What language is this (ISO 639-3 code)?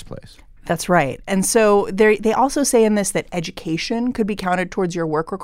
eng